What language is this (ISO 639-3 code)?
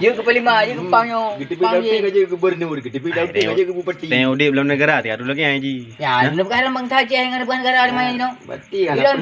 ace